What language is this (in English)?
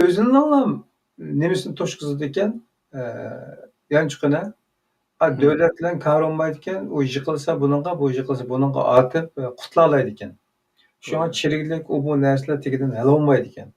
Uyghur